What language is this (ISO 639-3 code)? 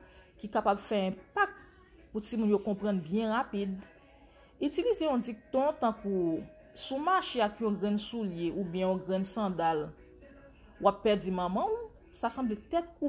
hat